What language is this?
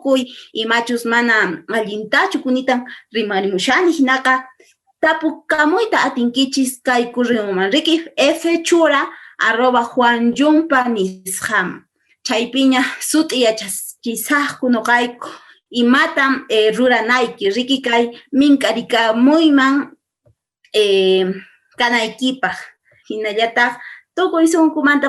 Quechua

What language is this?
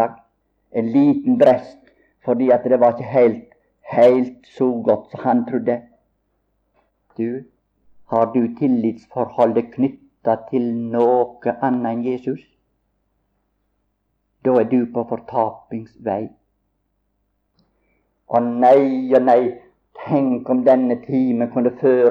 Norwegian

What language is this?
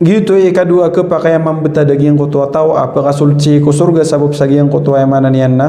Maranao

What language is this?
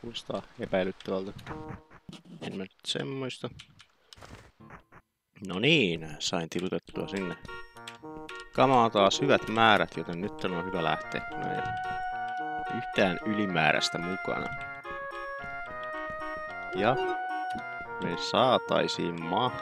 Finnish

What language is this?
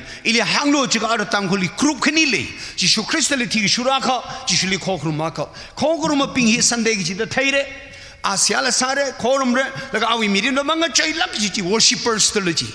Tangkhul Naga (India)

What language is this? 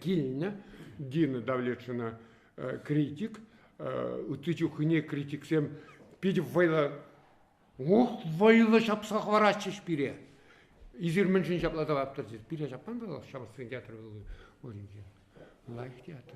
Chuvash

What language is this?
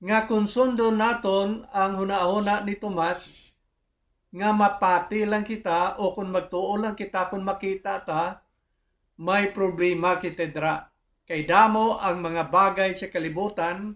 Hiligaynon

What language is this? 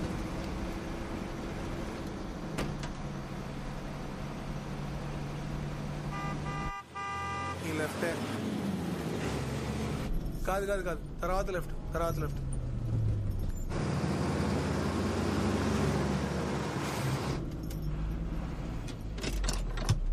Telugu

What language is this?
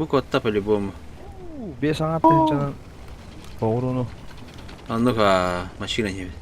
Yakut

